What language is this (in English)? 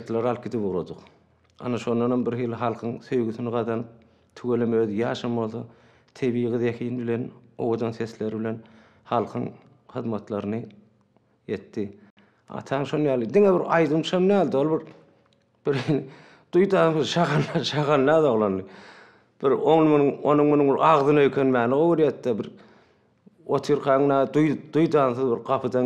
Turkmen